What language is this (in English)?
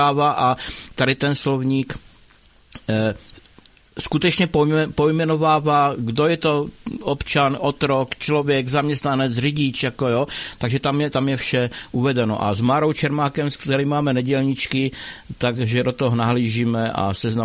Czech